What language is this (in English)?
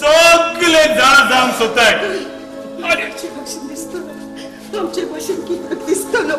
Konkani